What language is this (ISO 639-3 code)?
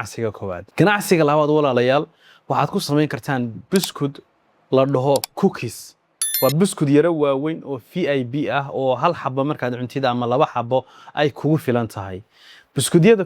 som